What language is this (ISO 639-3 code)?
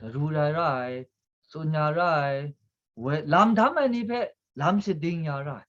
kac